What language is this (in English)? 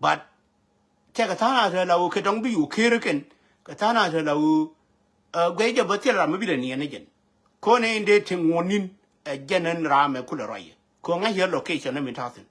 Nuer